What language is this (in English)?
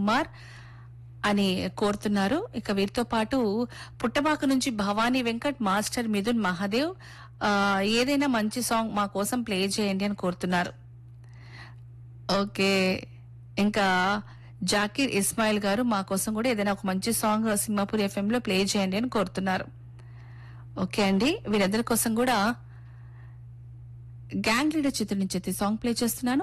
Telugu